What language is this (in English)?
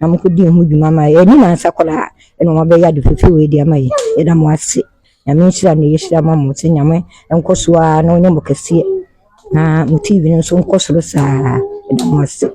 Akan